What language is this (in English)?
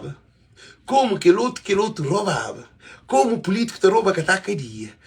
Kabuverdianu